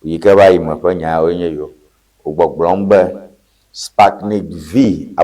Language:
Ewe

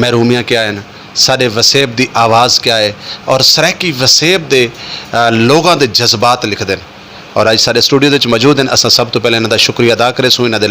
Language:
Saraiki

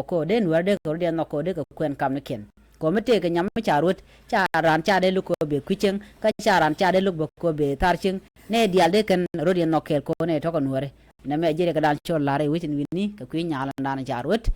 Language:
Nuer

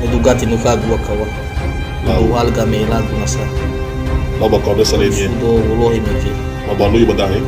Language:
Nias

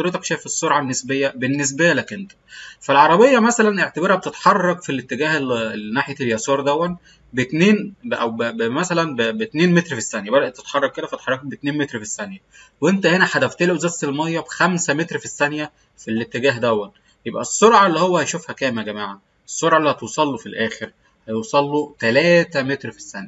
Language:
Egyptian Arabic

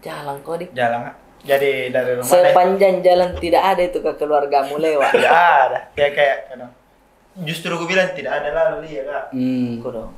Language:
Makassar Malay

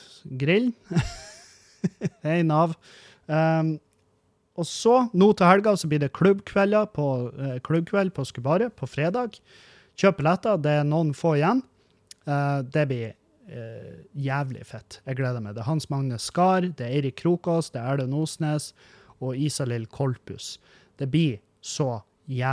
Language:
Norwegian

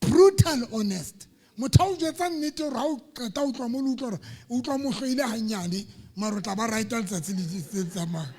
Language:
Southern Sotho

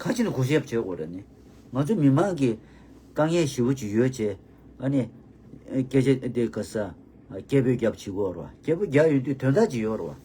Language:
Tibetan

